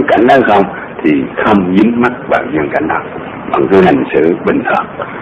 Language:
Vietnamese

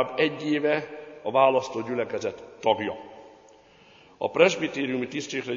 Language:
Hungarian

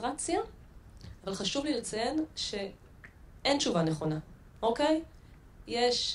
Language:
Hebrew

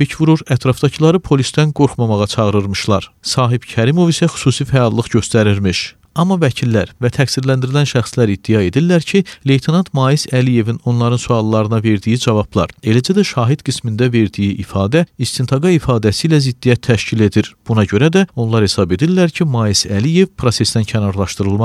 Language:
Azerbaijani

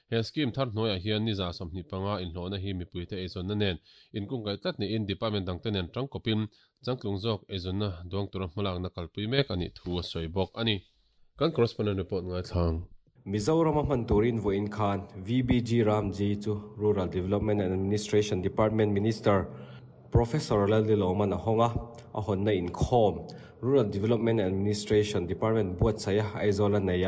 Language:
Mizo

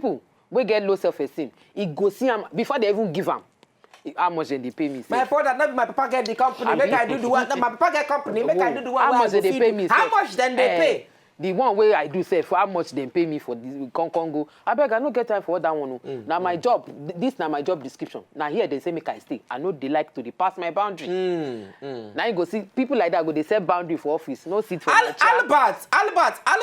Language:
Nigerian Pidgin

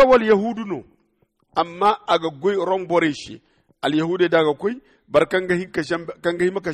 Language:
Zarma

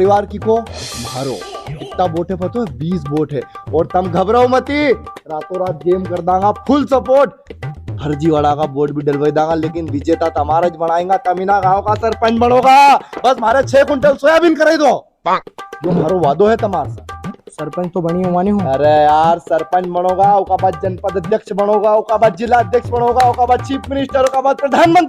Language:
Rajasthani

